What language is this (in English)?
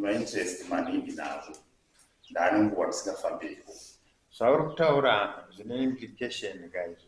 Shona